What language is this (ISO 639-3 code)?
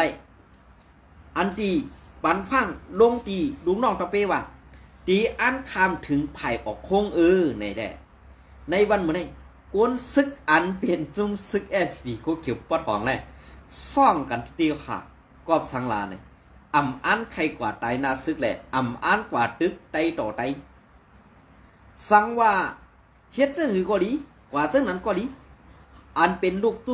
shn